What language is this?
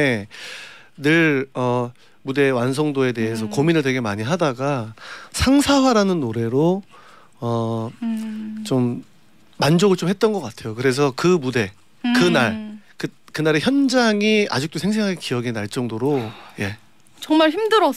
Korean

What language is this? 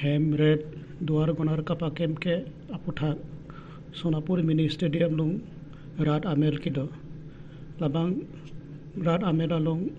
Karbi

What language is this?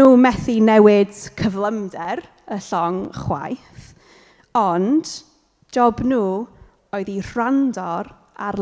Welsh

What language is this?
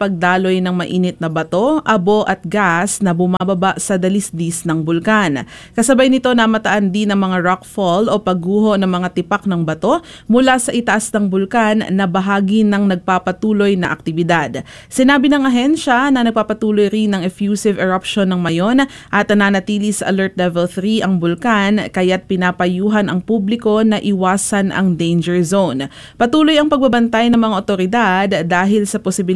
Filipino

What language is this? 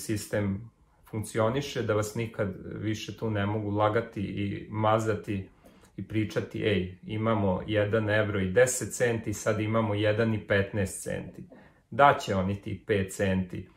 Serbian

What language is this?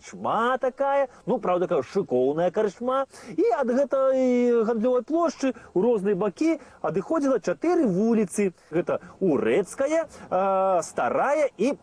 Belarusian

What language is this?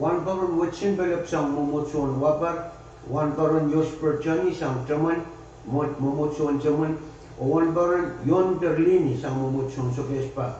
Pohnpeian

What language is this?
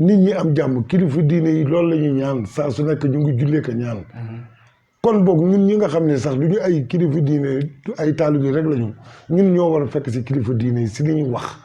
Wolof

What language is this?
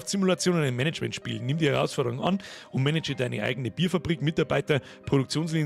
Bavarian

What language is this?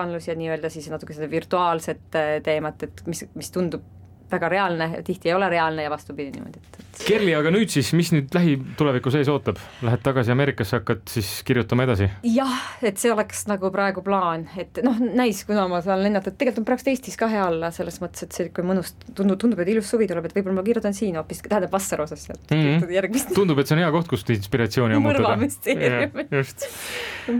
Estonian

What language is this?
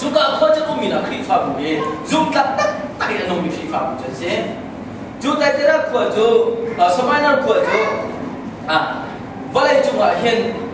Hakha Chin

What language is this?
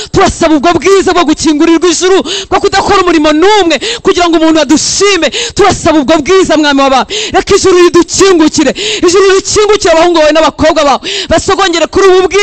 Kinyarwanda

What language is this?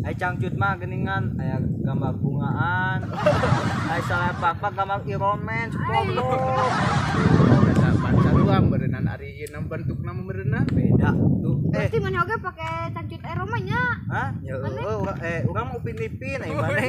Sundanese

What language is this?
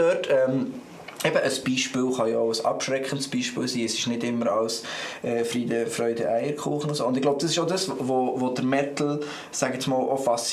Swiss German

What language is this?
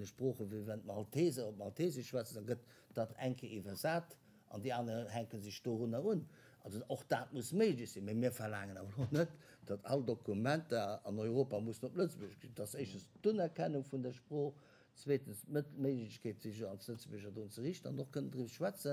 Luxembourgish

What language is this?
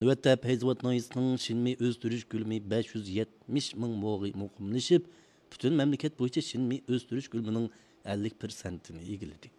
Uyghur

